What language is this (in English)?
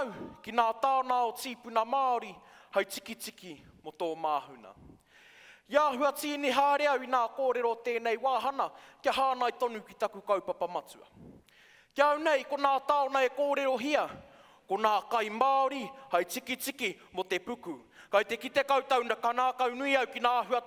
Māori